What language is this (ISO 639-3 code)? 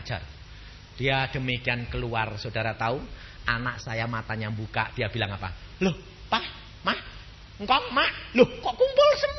ind